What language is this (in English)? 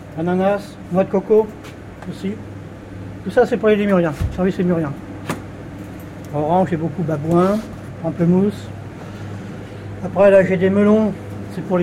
French